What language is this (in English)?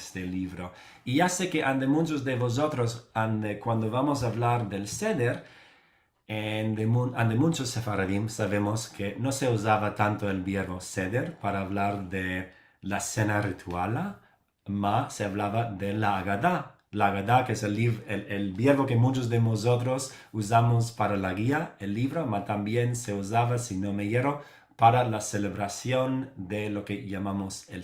Ladino